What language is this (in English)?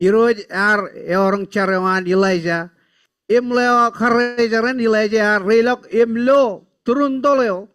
Marshallese